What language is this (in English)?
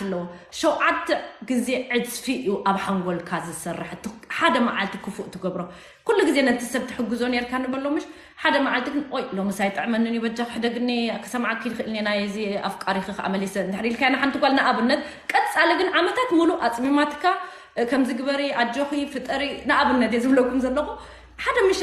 Tigrinya